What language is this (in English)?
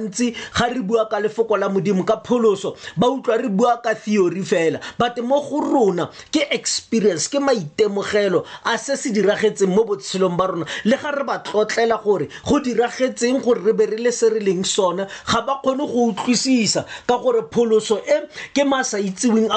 Tswana